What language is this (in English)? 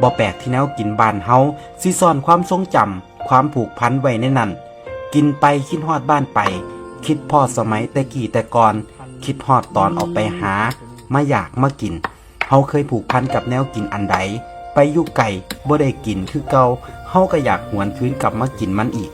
Northeastern Thai